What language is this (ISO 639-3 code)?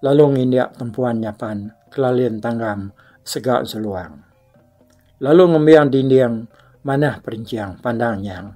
iba